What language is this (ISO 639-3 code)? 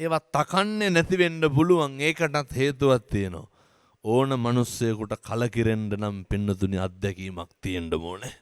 sin